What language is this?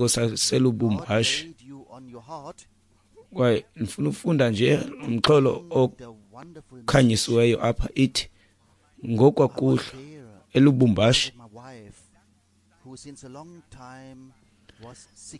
Xhosa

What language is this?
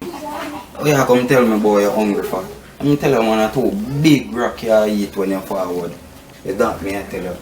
Jamaican Creole English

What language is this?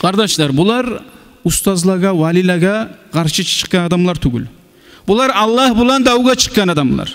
Kumyk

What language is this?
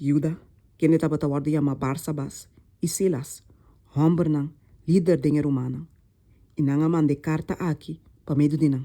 Papiamento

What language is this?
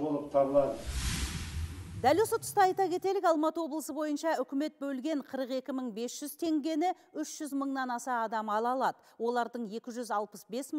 Kazakh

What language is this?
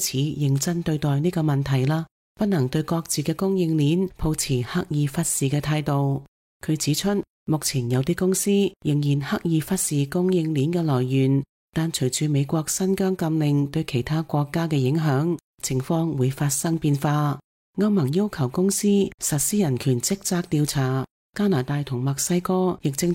Cantonese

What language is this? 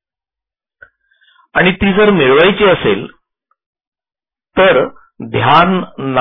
Marathi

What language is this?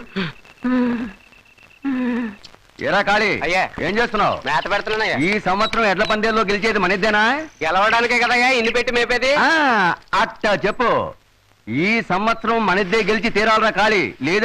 Telugu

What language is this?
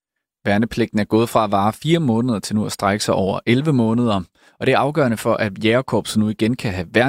Danish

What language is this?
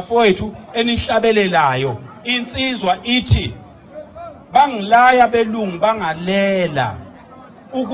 Zulu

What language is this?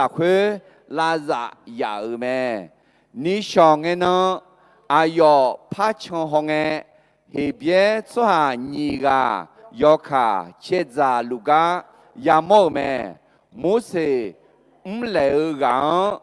Akha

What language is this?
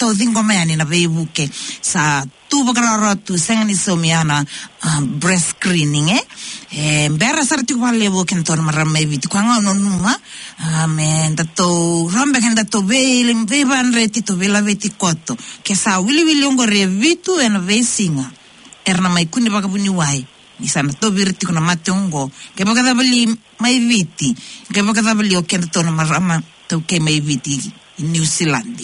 Fijian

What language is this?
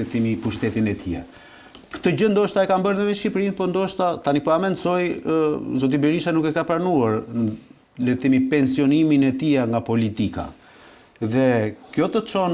Albanian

